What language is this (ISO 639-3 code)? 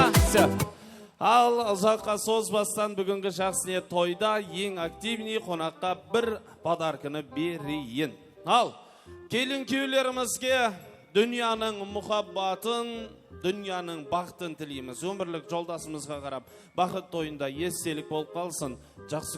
kaa